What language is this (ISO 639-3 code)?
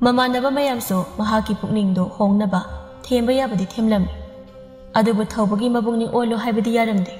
mni